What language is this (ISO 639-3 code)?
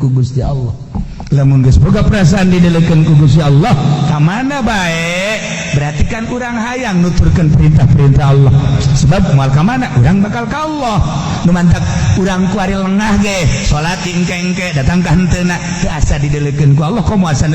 sun